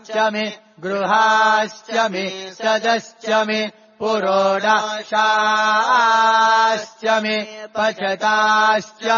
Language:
Sanskrit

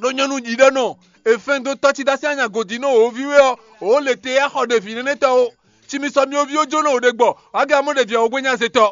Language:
Fon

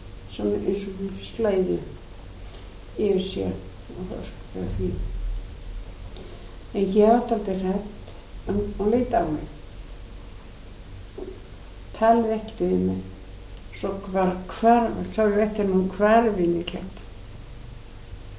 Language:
Icelandic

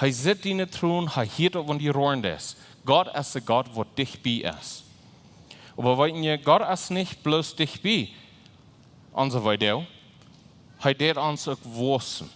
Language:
Plautdietsch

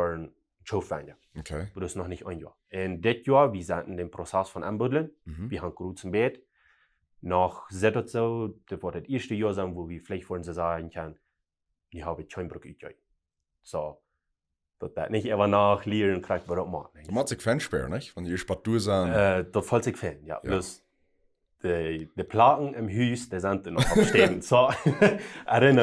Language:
Plautdietsch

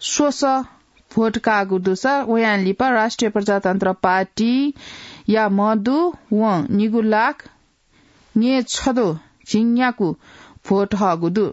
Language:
Newari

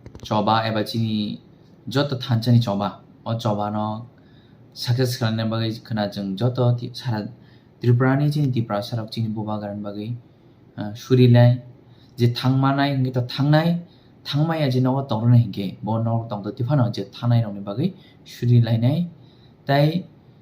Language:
Kok Borok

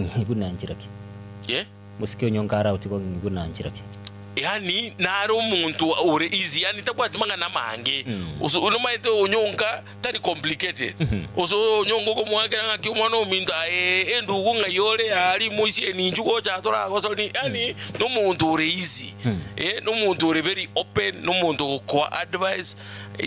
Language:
Gusii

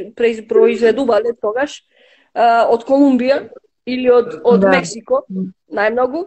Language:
Macedonian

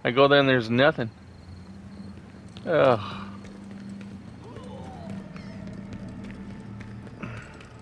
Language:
English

